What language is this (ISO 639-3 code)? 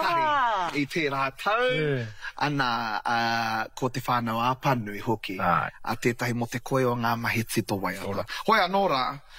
mri